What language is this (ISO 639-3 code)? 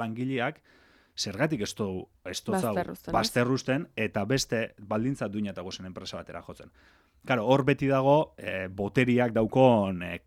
eus